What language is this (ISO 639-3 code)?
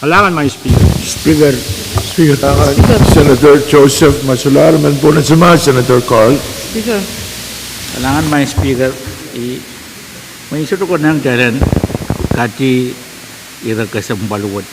pon